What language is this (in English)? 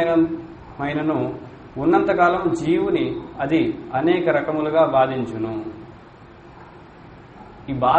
Telugu